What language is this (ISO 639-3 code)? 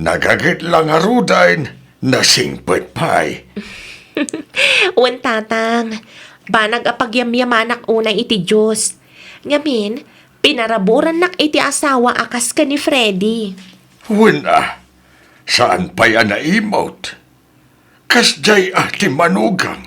ilo